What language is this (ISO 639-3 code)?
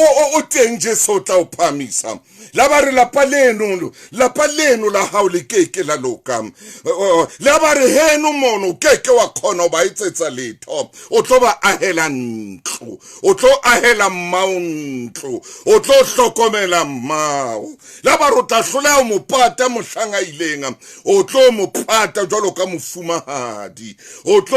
sot